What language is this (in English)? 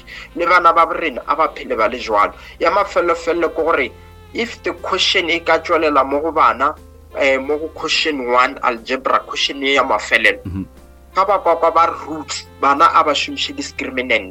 Northern Sotho